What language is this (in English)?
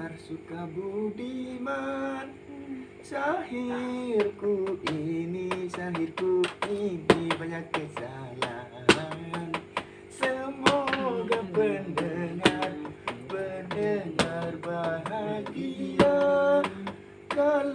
Sasak